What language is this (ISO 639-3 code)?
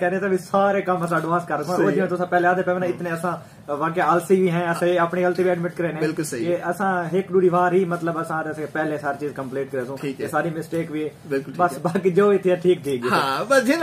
skr